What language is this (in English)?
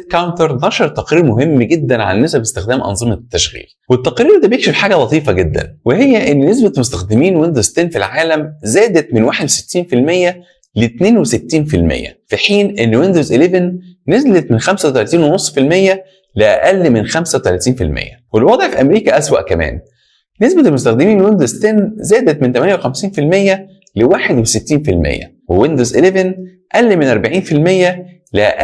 Egyptian Arabic